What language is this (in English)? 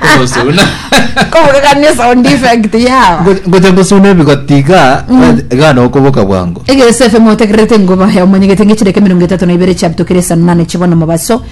Gusii